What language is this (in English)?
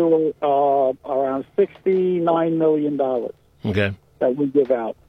English